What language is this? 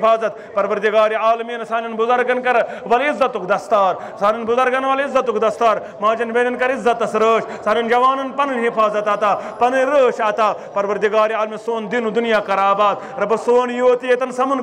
Kashmiri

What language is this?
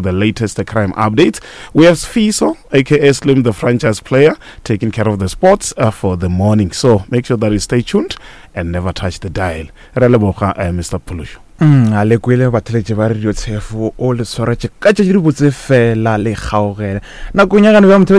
Northern Sotho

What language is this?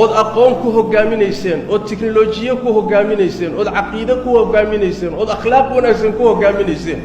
Somali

